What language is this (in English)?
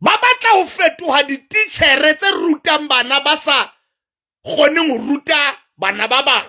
Southern Sotho